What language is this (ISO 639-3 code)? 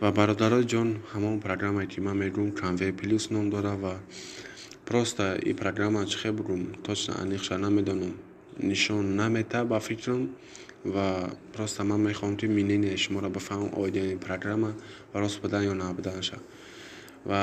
tgk